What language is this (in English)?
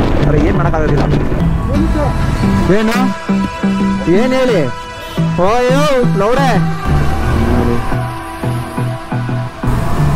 Kannada